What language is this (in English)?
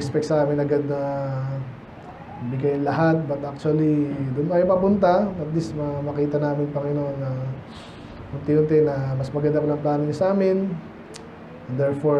Filipino